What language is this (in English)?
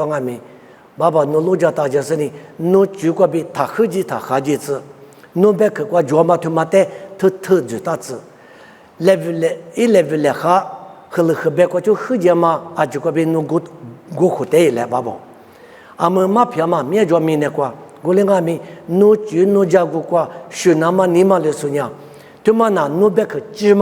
Lisu